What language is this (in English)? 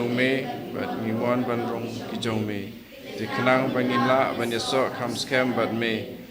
Khasi